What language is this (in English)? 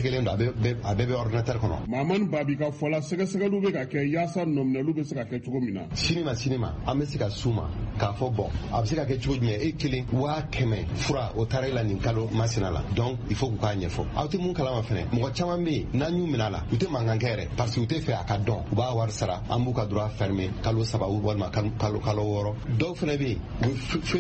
Bambara